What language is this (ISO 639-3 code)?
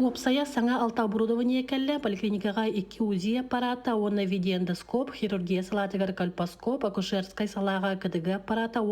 sah